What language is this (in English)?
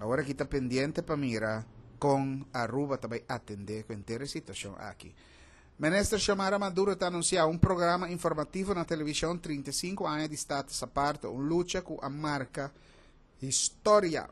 Papiamento